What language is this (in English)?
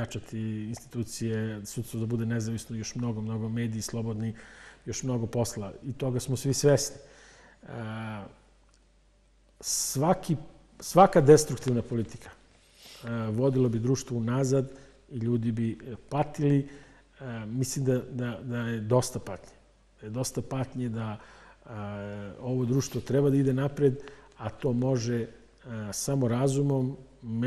Serbian